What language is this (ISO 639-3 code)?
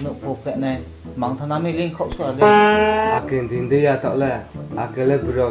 ria